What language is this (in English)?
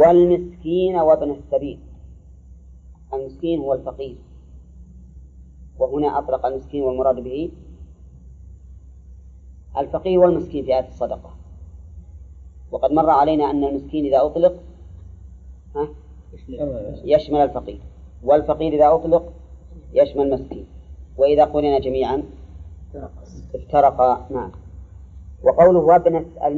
Arabic